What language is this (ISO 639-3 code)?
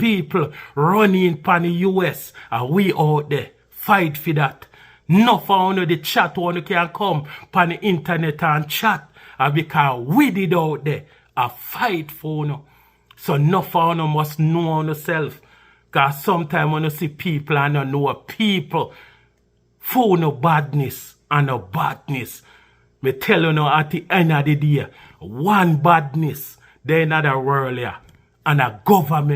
jam